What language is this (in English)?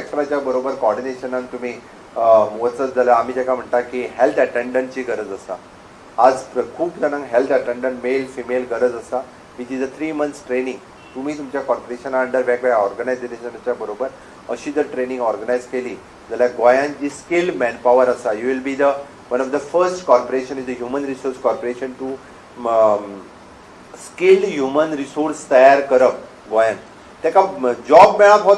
Konkani